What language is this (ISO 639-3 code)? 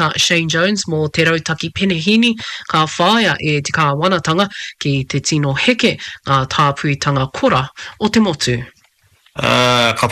mri